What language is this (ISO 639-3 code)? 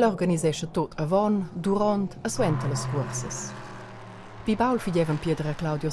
roh